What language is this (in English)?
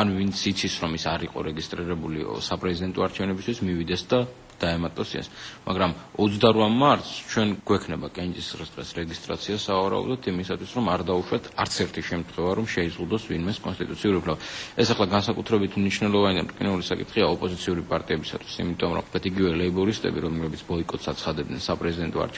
Georgian